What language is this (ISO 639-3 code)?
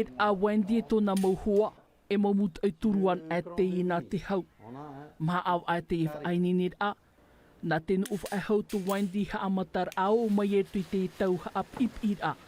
tah